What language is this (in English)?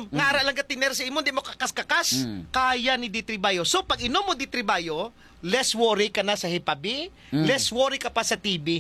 Hiligaynon